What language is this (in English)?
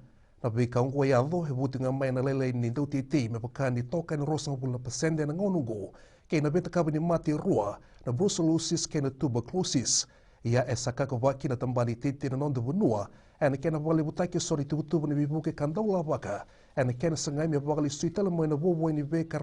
Fijian